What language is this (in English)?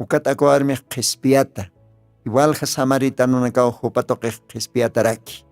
Aymara